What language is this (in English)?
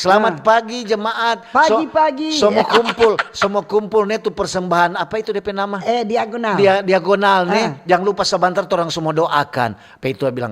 Manado Malay